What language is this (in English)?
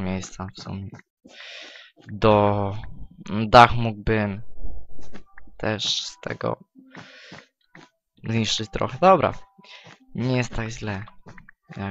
Polish